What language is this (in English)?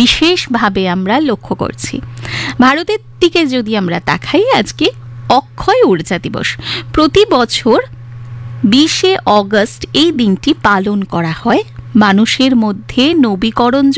Bangla